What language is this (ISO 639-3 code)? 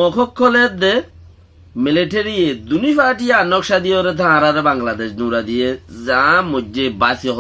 rhg